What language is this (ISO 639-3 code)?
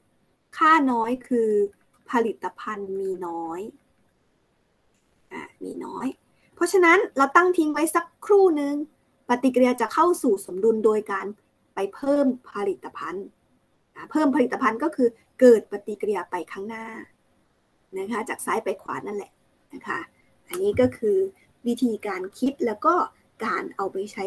tha